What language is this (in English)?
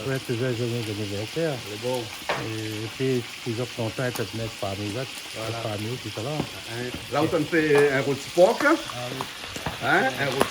Réunion Creole French